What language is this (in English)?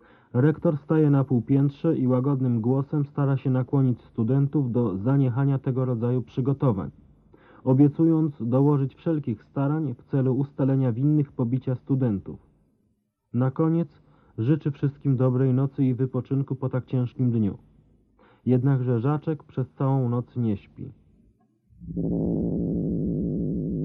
Polish